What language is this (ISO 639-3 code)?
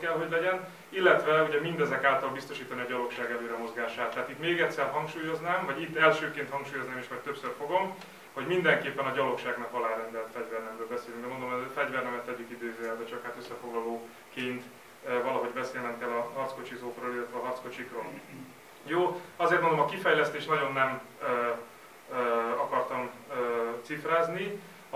hun